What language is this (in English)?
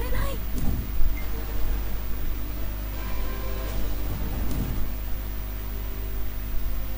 Japanese